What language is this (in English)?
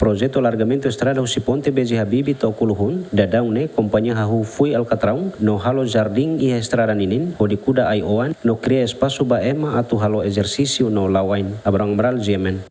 Tetum